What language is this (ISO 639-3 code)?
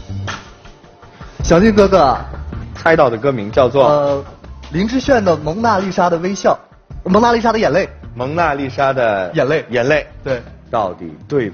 zho